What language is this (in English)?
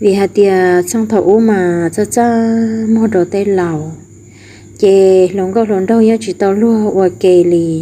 Hmong